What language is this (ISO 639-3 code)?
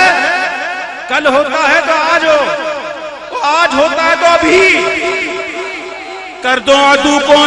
urd